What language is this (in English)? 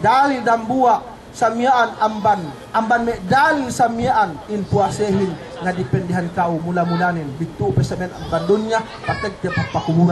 Yakan